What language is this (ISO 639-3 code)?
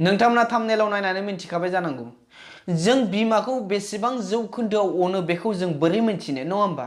brx